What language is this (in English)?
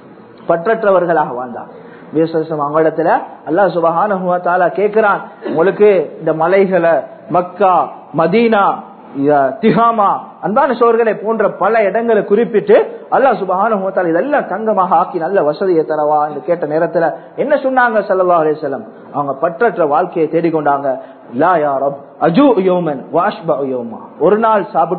Tamil